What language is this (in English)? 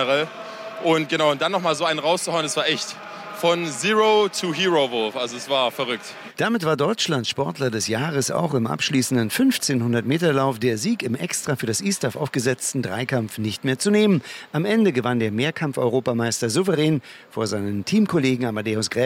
German